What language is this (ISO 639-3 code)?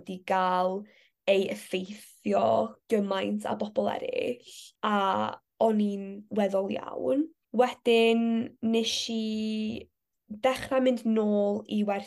cym